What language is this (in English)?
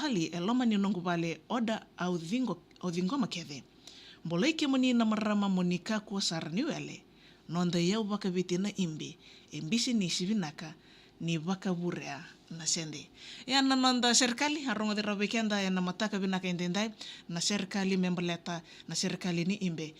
Fijian